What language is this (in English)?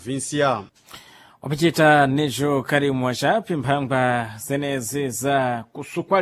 Sena